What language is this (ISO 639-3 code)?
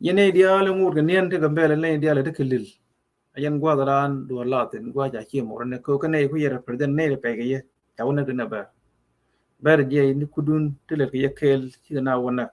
nus